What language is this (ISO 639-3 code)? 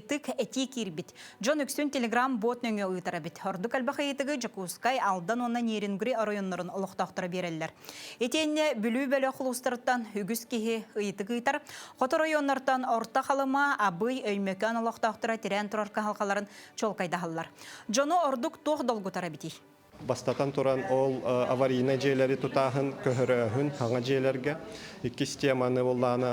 sah